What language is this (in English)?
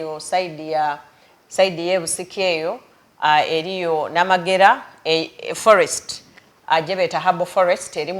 Soga